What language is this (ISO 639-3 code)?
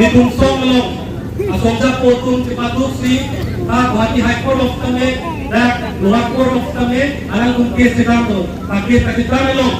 mjw